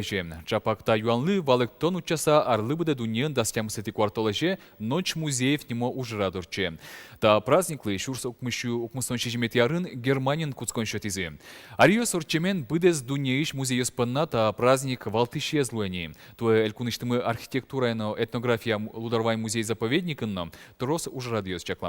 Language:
Udmurt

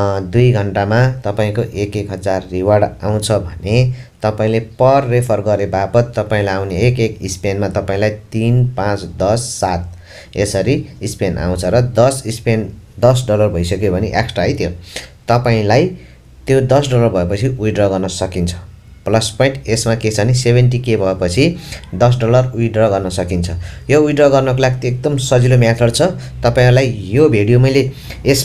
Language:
Nepali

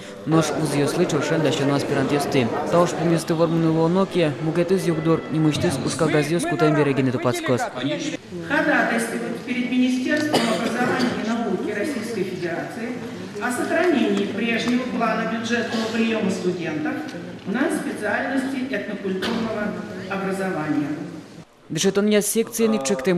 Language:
Udmurt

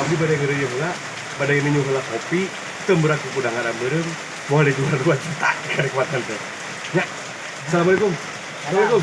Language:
Sundanese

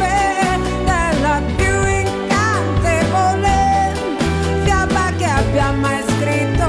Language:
Italian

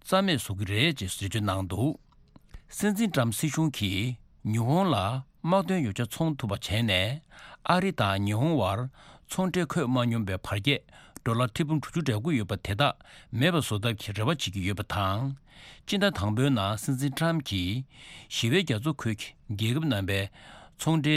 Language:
Tibetan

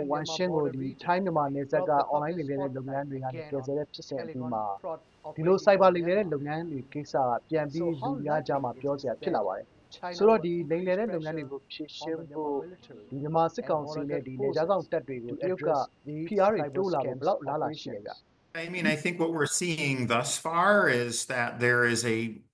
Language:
Burmese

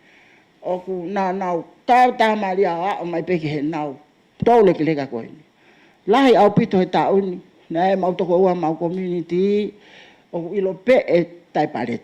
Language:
Tongan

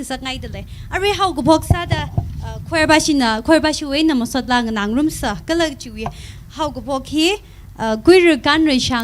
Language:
Tangkhul Naga (India)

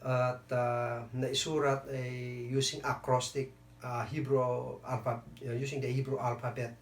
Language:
Kankanaey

